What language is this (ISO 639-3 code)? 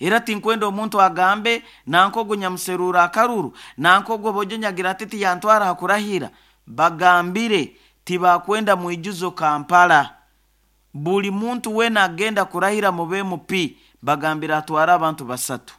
nyo